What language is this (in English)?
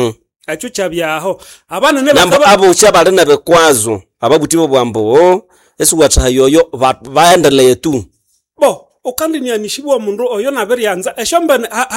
Nande